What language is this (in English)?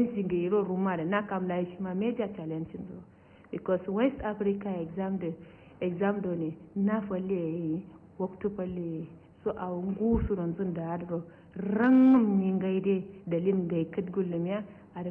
Kanuri